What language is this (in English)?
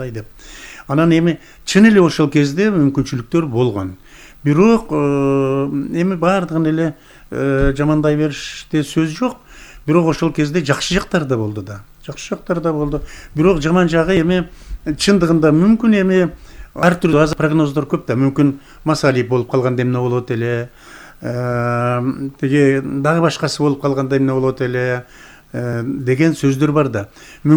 Kyrgyz